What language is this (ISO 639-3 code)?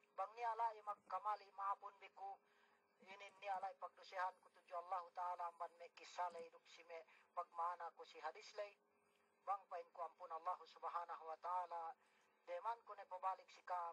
yka